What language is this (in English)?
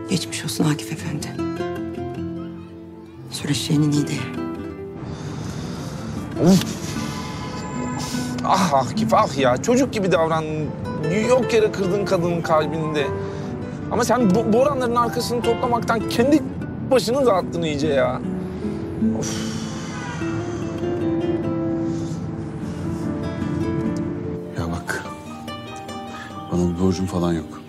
Turkish